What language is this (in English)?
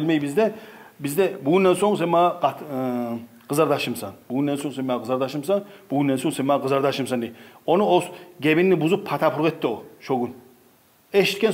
Kumyk